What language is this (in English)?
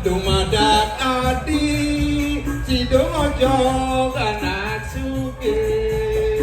Balinese